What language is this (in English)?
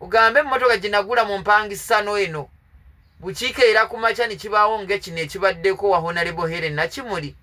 Ganda